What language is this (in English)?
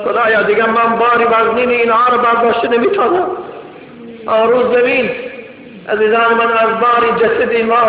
Tajik